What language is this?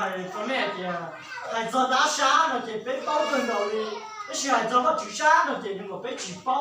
Hmong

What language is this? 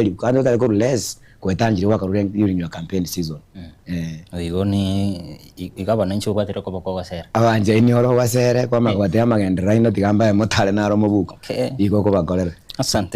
Gusii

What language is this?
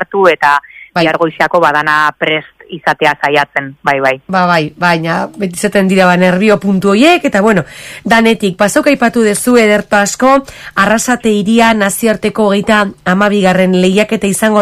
Basque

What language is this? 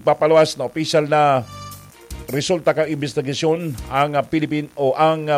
Bikol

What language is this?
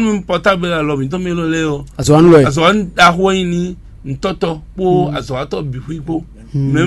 Fon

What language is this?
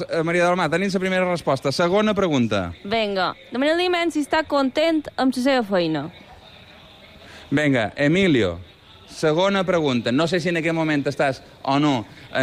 Catalan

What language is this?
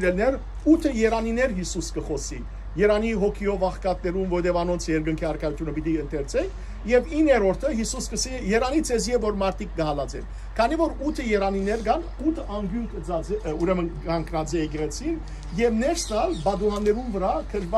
Western Armenian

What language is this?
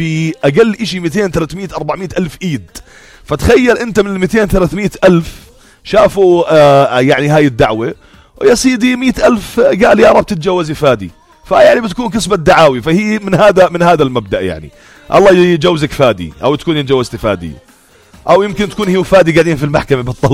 North Levantine Arabic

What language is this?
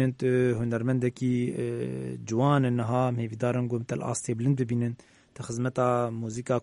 Kurdish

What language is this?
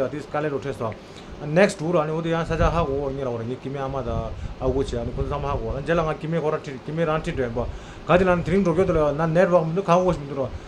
Tibetan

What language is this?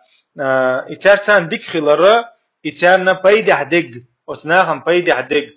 Chechen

